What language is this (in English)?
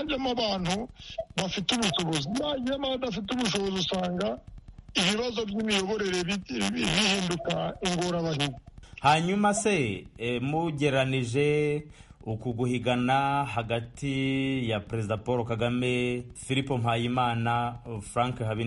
Kinyarwanda